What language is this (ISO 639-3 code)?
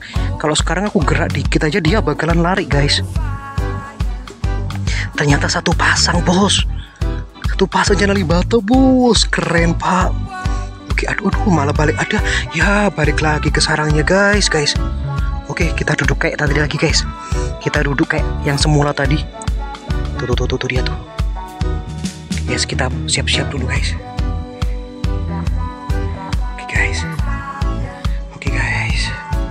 ind